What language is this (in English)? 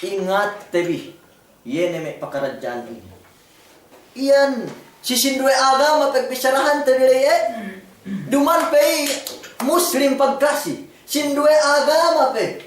Yakan